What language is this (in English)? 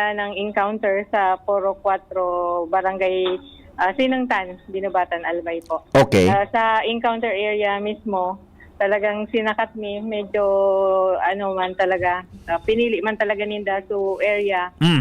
Bikol